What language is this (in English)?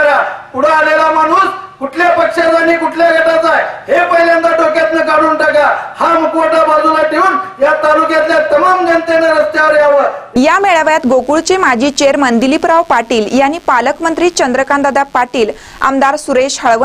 Marathi